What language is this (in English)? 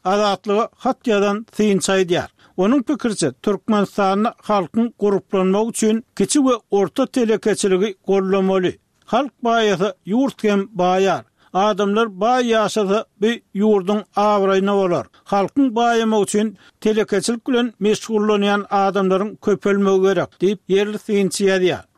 Turkmen